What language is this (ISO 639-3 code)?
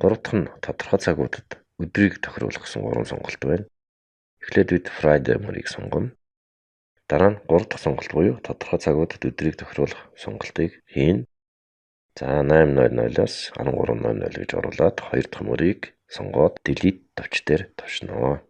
mon